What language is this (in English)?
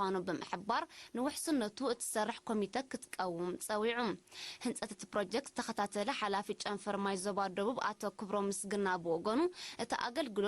Tigrinya